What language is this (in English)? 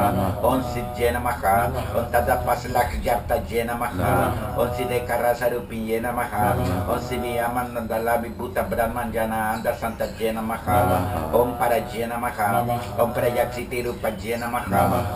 Sanskrit